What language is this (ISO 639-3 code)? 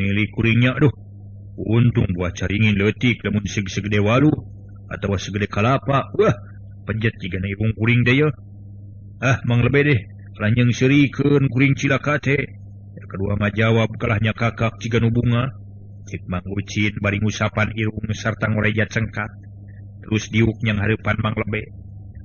sun